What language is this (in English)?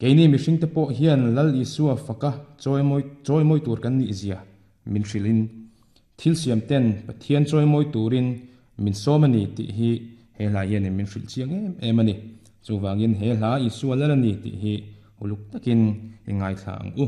Mizo